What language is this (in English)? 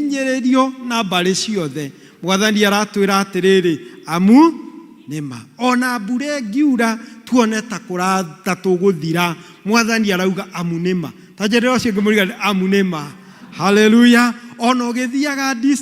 Kikuyu